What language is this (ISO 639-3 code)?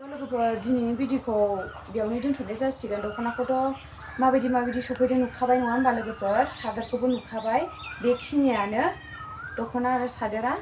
brx